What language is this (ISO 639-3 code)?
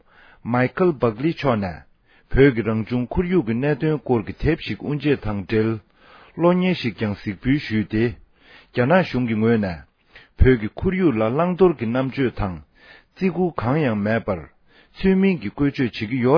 bod